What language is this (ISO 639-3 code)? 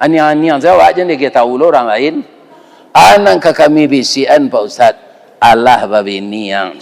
min